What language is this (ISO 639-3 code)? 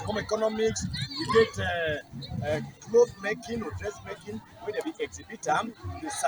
wes